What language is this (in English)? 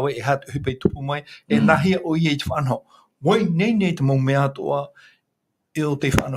Tahitian